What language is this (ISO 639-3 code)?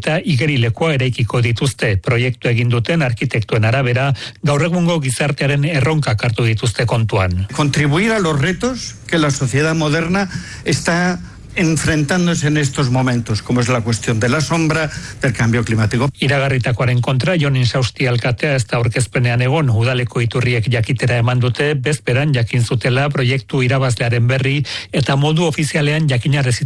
eus